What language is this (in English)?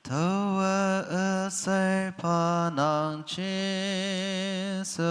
Naga Pidgin